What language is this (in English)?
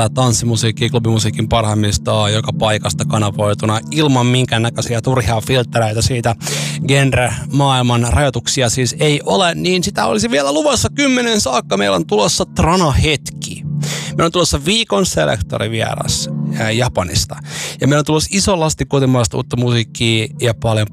Finnish